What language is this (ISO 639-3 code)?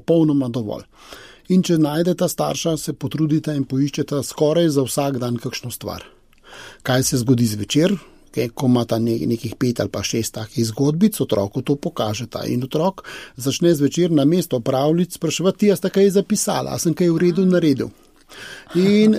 slv